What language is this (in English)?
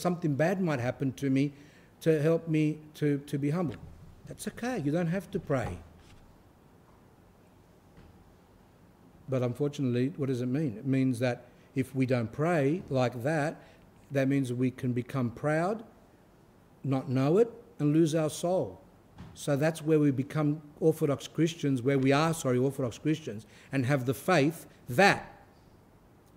English